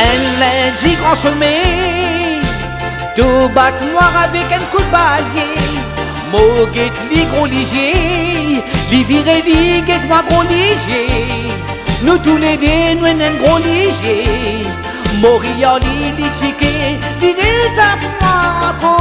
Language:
Morisyen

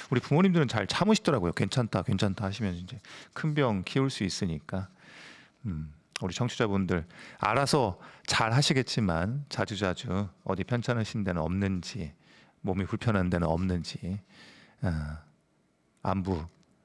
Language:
Korean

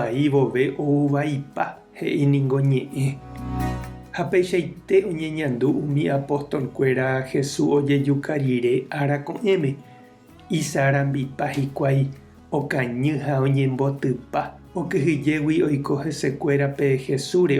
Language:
Guarani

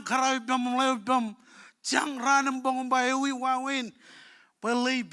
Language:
Marshallese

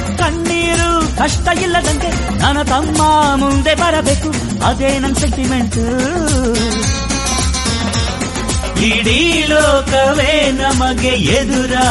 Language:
Kannada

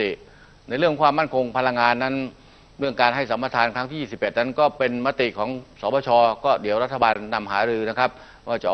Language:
Thai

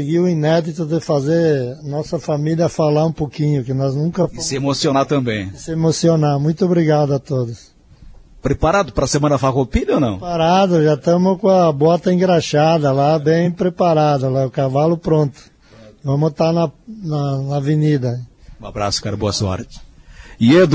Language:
Portuguese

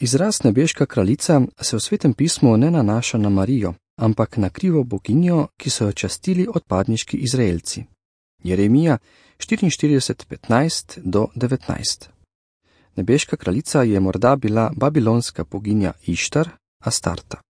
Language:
Slovenian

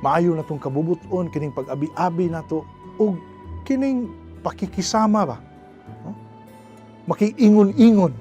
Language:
Cebuano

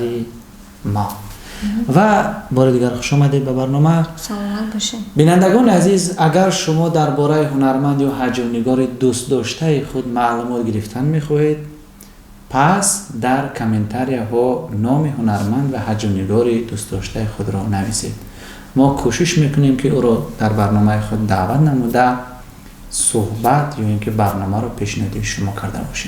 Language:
Tajik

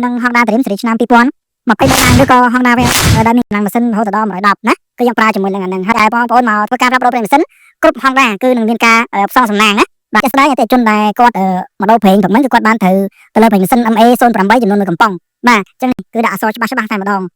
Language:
Khmer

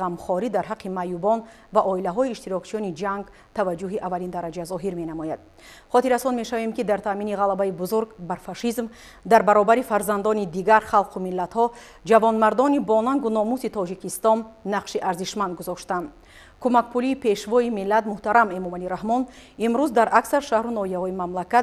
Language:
Tajik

